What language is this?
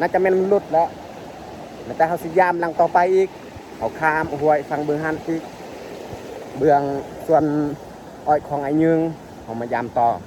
Lao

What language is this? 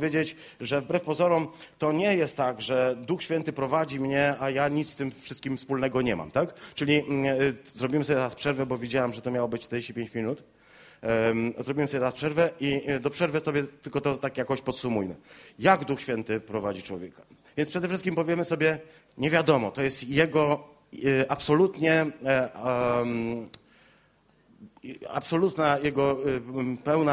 Polish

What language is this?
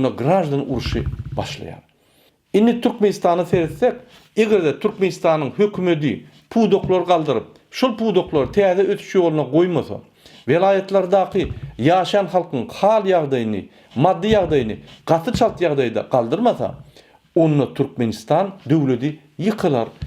Turkmen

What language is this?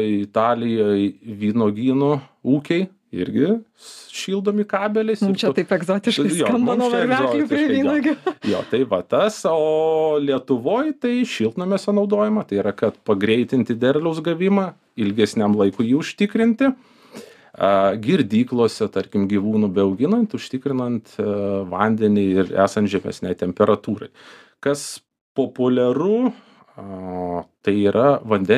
Lithuanian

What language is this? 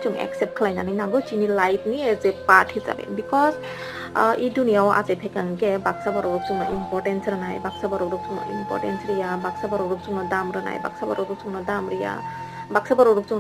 Kok Borok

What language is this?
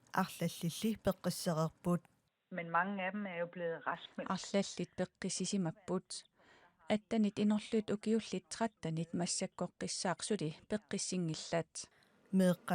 Kalaallisut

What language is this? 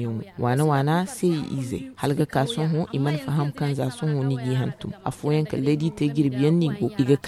Zarma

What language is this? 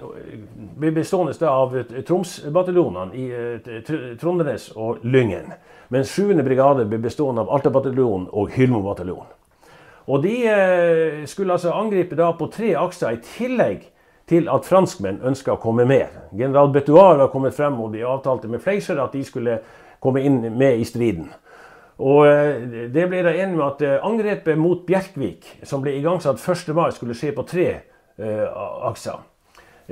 Norwegian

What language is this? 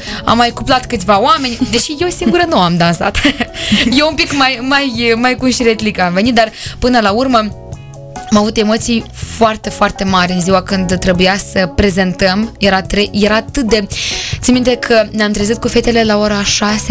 Romanian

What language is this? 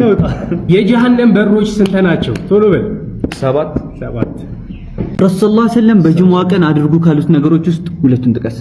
Amharic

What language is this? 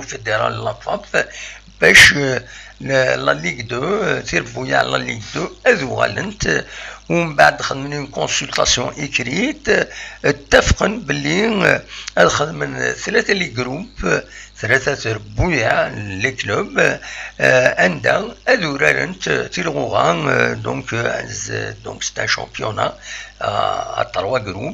Kabyle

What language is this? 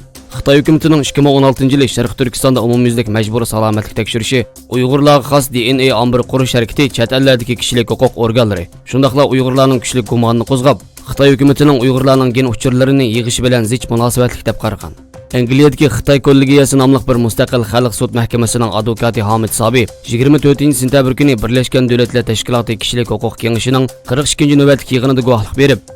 Uyghur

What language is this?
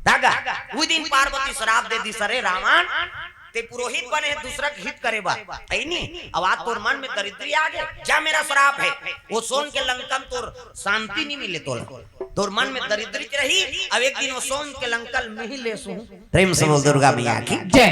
Chhattisgarhi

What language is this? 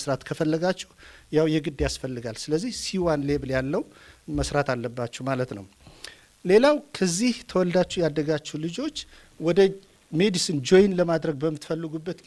Amharic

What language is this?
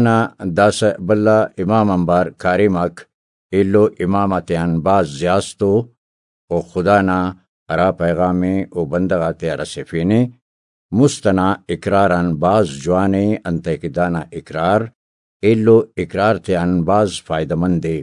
Brahui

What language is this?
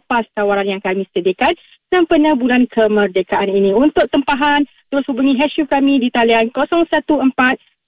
Malay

